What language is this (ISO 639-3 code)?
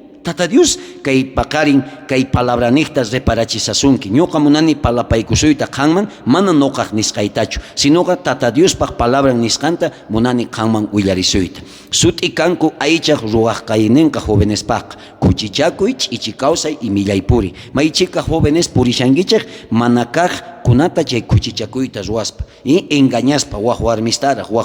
quh